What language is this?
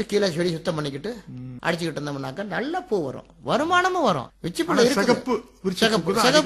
Tamil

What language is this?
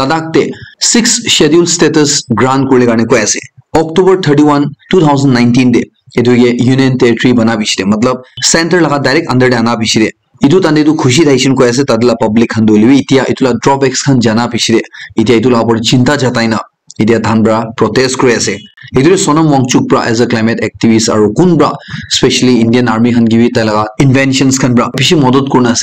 Naga Pidgin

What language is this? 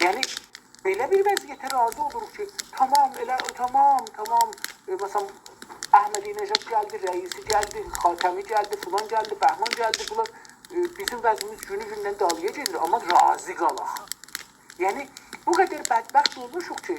South Azerbaijani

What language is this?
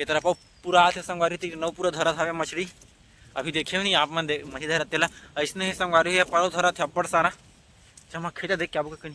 Chhattisgarhi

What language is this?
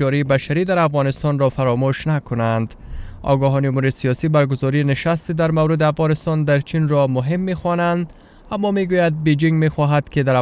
Persian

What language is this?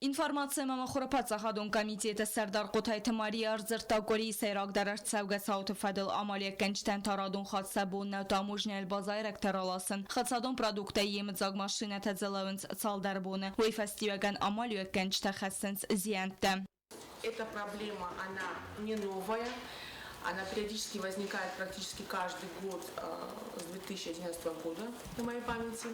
Ossetic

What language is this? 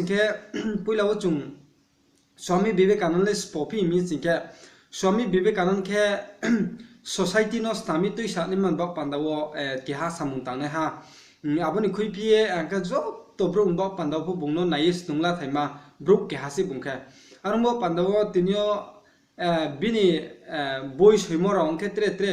Riang (India)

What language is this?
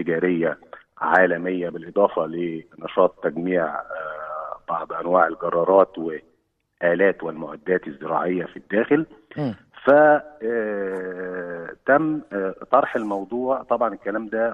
Egyptian Arabic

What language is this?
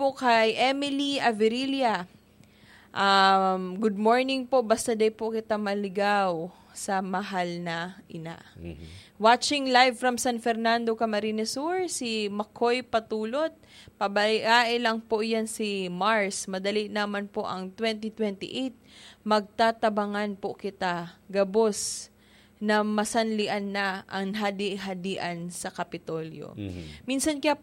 Bikol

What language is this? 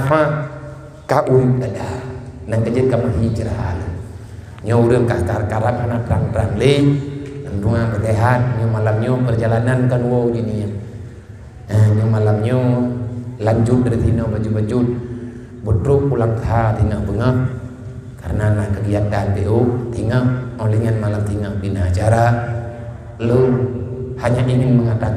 Achinese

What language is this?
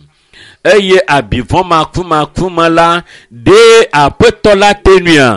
Ewe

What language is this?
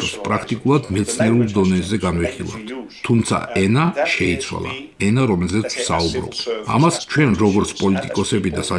Georgian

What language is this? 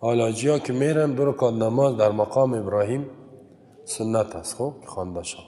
Persian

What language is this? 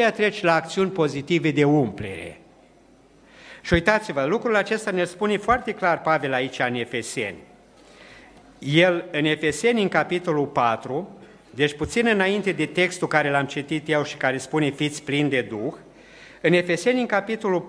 Romanian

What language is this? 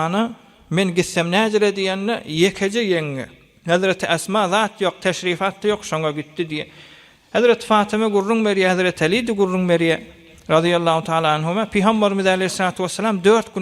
Turkmen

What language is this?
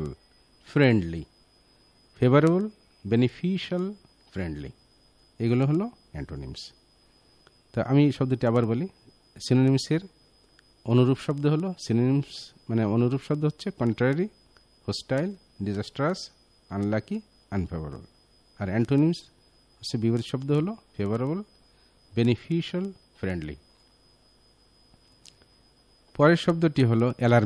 Bangla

